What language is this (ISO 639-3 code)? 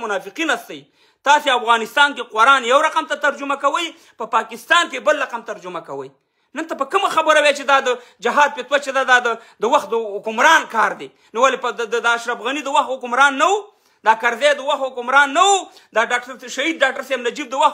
pus